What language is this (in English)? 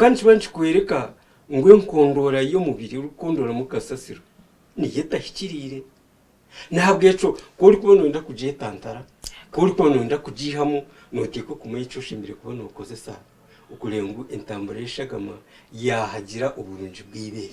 Nyankole